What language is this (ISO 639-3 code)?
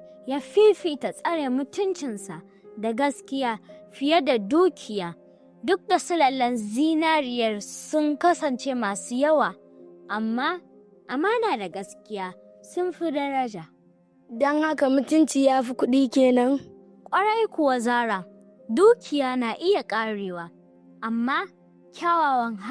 hau